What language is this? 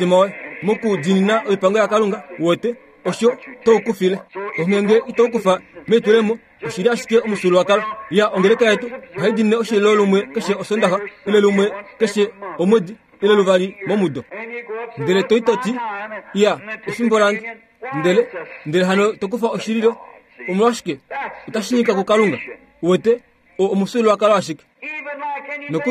Kuanyama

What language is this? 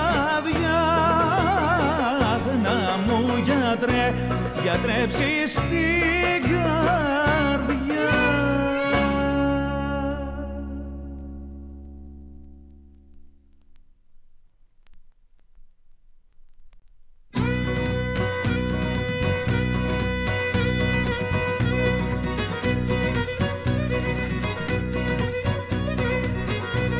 Greek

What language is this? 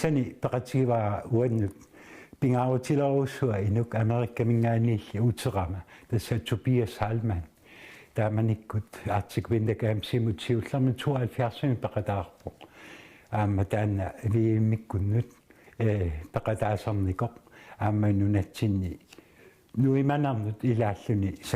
Kalaallisut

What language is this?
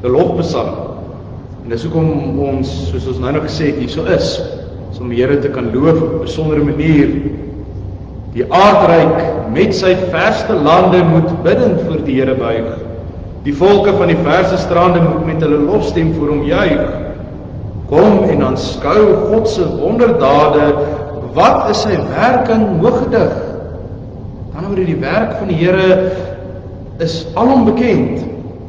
Afrikaans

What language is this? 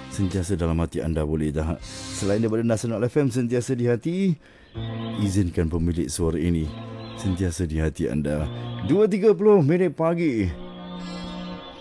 Malay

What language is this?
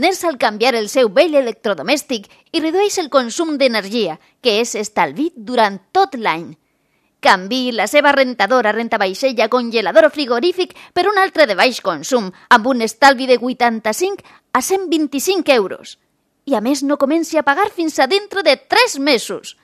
Catalan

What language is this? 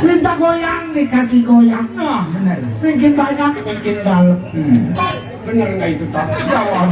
Betawi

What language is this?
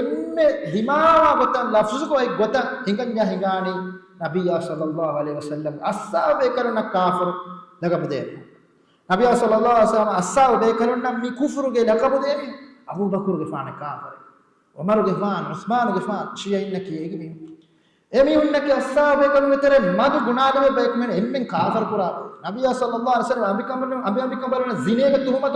Divehi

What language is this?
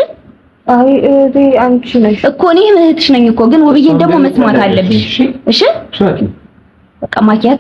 Amharic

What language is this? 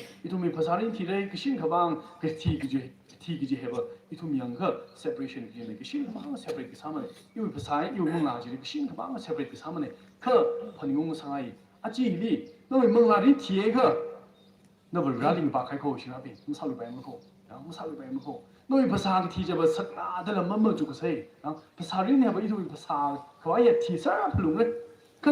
Tangkhul Naga (India)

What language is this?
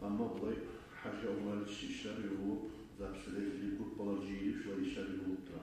Kumyk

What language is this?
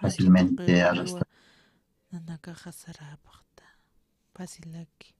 Aymara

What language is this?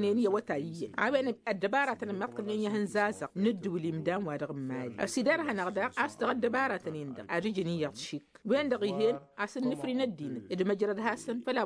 Tamasheq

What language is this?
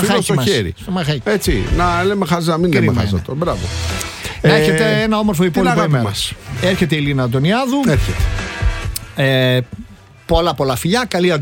Greek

